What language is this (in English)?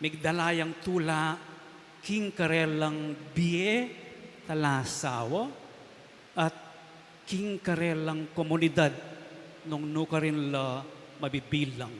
Pampanga